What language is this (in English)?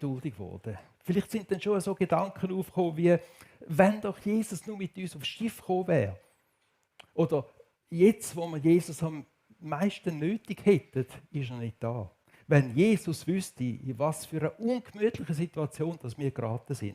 Swiss German